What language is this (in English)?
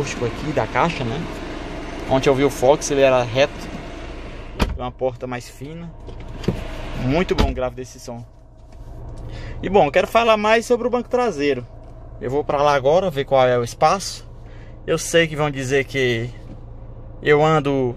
Portuguese